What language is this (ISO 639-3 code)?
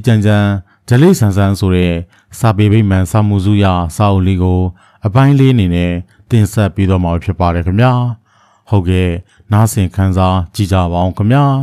mya